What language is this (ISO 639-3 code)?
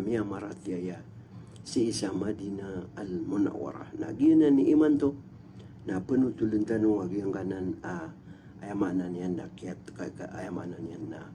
mrw